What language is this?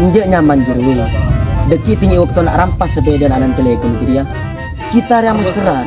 Madurese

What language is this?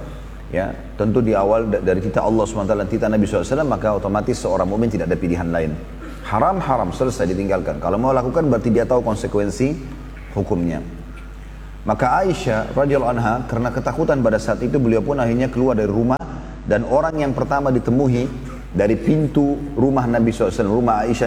Indonesian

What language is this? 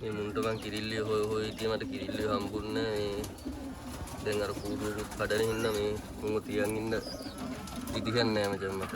Sinhala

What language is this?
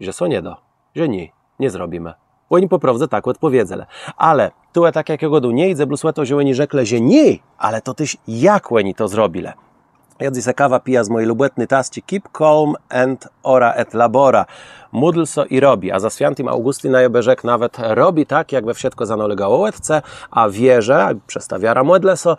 Kashubian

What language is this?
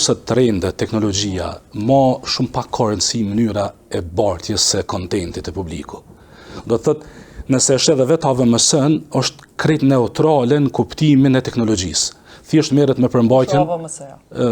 Albanian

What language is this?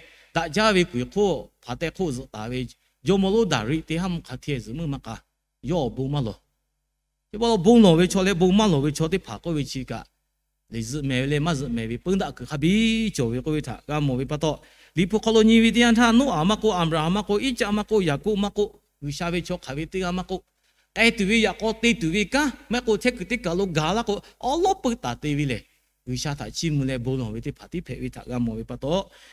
Lahu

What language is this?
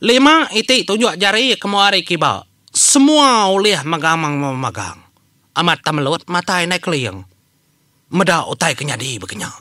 Iban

